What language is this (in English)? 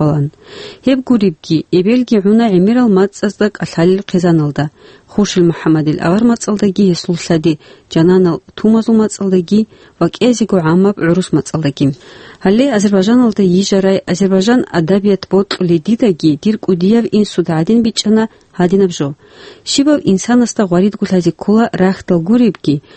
Avaric